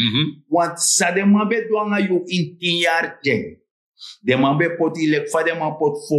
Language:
Sranan Tongo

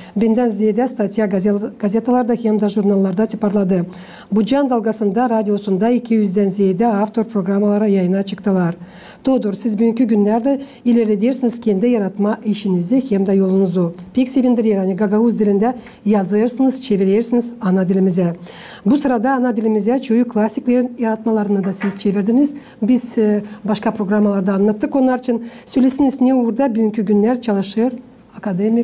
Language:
Gagauz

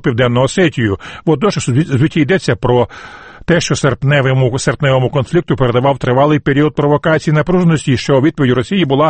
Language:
Ukrainian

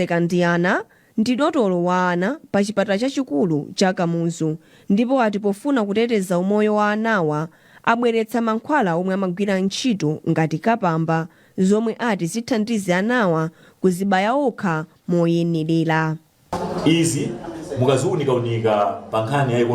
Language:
Nyanja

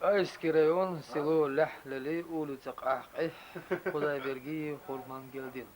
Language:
Chechen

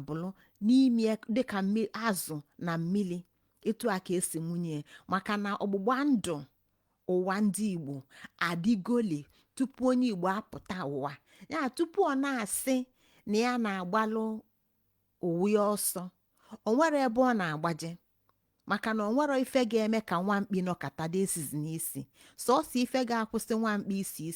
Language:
Igbo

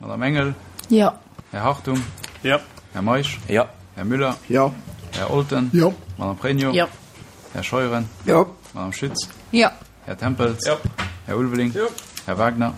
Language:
Luxembourgish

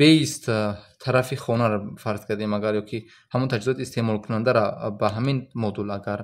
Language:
Tajik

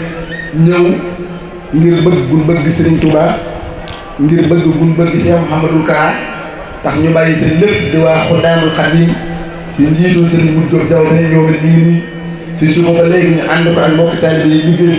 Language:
Wolof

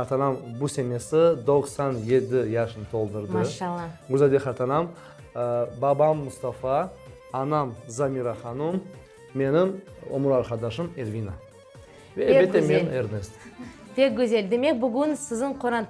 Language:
Crimean Tatar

